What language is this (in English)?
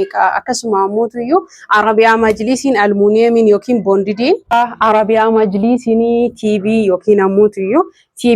Oromo